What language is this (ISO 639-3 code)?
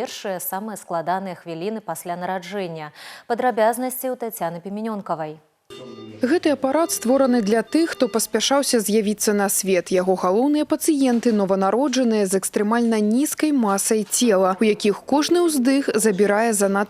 bel